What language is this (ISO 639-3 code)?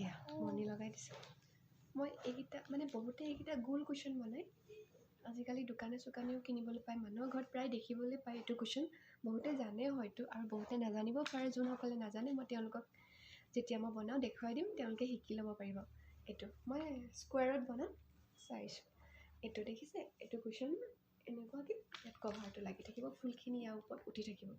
asm